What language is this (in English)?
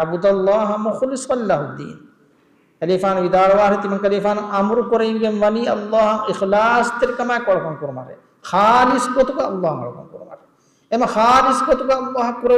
Divehi